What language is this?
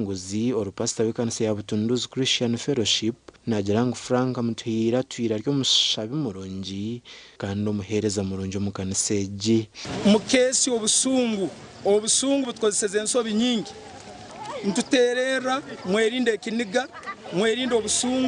Nyankole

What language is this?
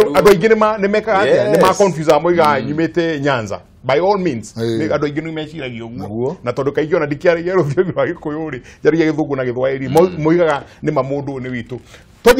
Kikuyu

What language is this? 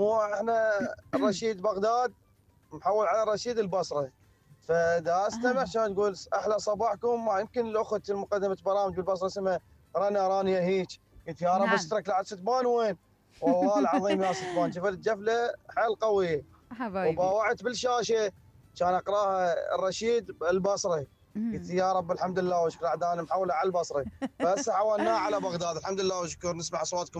Mesopotamian Arabic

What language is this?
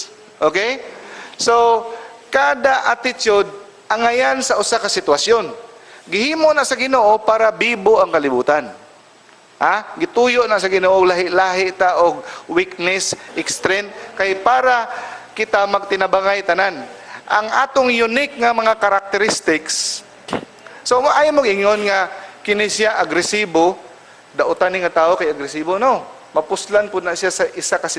Cebuano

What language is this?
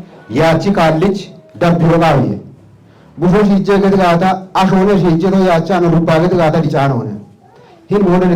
Kafa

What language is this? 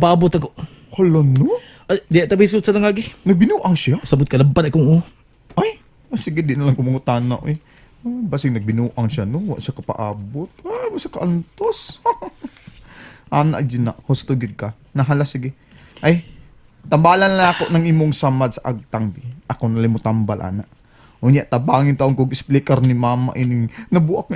Cebuano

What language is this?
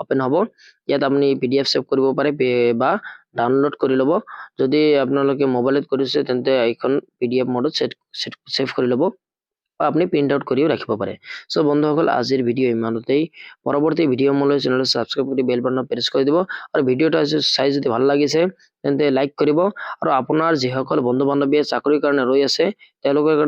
Assamese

